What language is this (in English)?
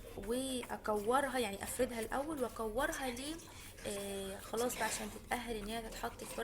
Egyptian Arabic